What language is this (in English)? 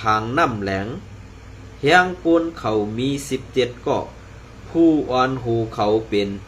Shan